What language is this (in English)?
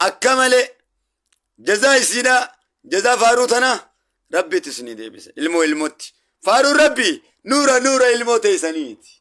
Oromo